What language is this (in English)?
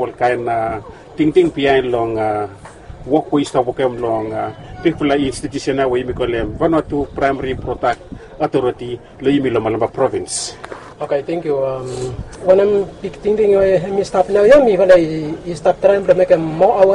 Bislama